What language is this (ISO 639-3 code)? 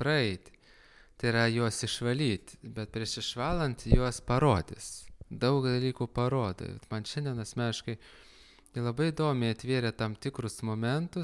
lit